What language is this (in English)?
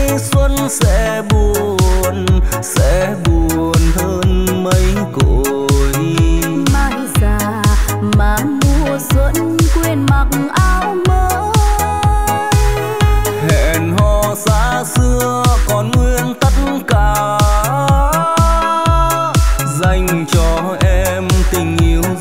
Vietnamese